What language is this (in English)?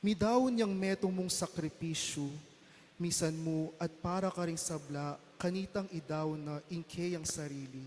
Pampanga